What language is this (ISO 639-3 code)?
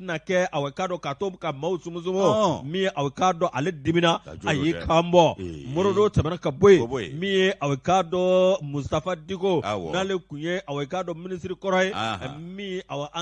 bam